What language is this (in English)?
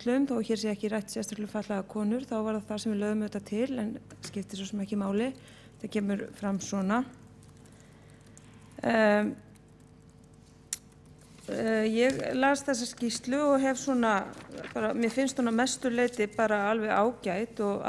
Icelandic